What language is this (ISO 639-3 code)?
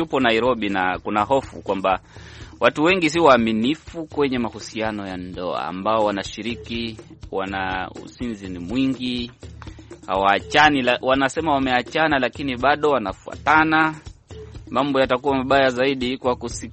swa